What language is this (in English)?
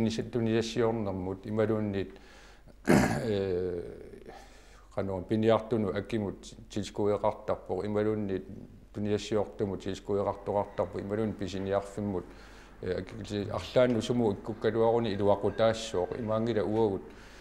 Kalaallisut